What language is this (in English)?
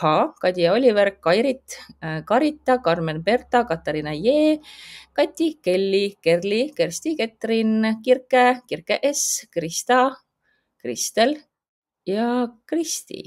Estonian